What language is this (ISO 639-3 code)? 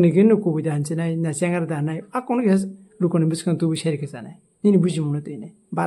trp